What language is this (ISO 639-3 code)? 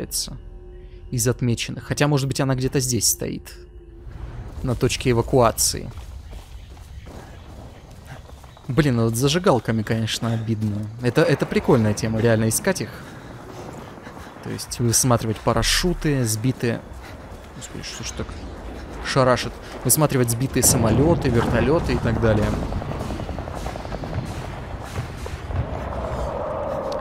rus